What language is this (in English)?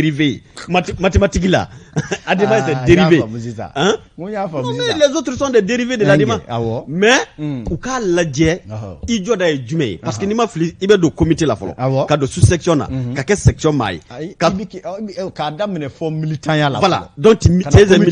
Bambara